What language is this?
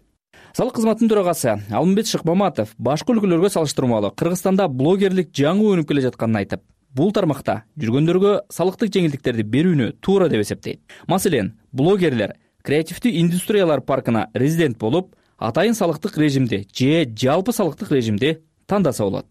Kyrgyz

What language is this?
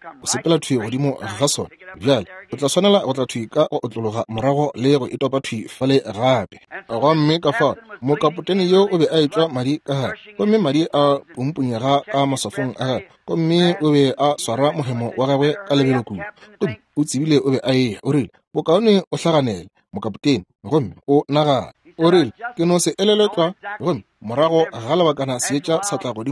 Northern Sotho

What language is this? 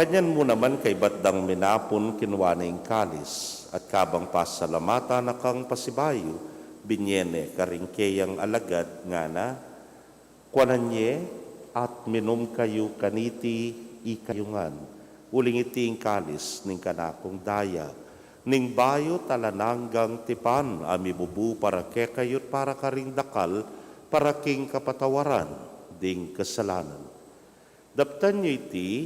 Pampanga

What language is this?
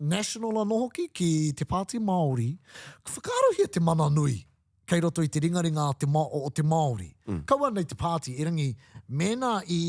Māori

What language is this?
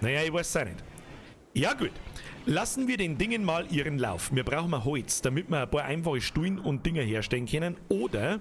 Bavarian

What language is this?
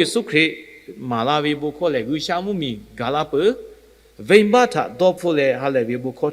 Lahu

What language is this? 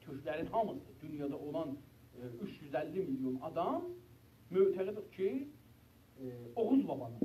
South Azerbaijani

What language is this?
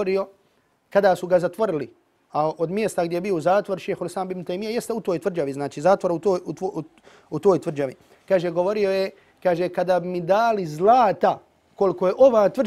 Bosnian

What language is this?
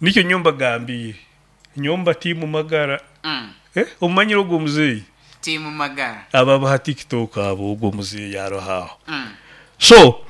Nyoro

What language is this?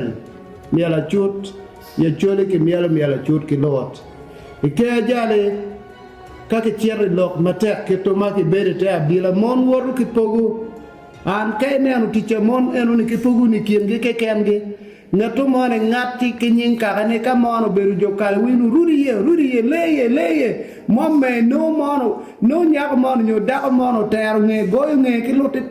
Acoli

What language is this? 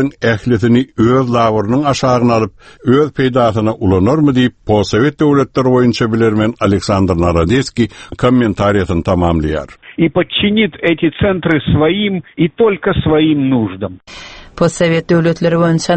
Turkmen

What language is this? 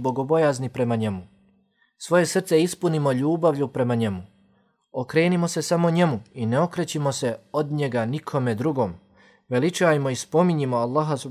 Bosnian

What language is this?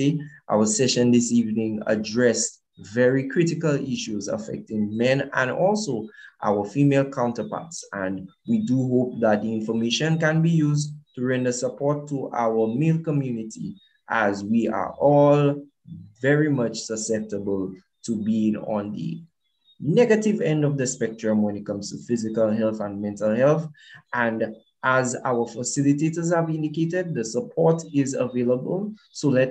English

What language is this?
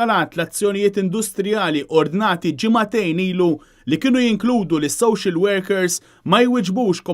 Maltese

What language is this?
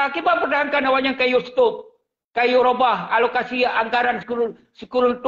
Achinese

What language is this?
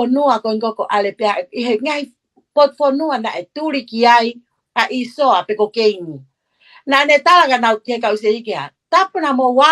Tongan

